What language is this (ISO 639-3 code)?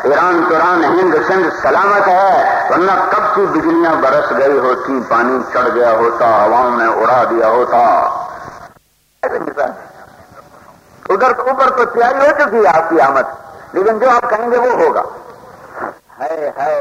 urd